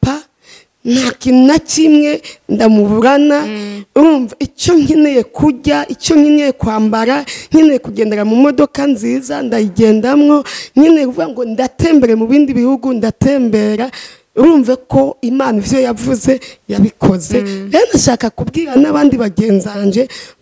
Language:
Rundi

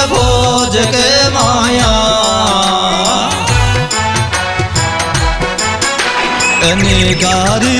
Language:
Hindi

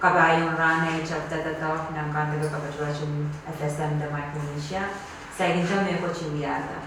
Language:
Pohnpeian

